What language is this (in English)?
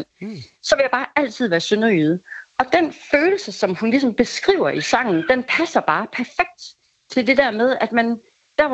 Danish